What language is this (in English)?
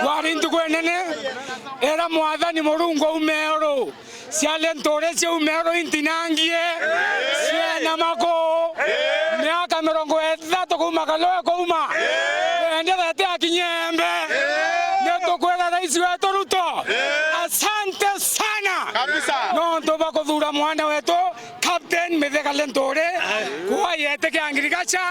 Meru